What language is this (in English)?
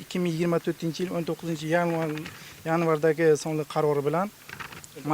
Uzbek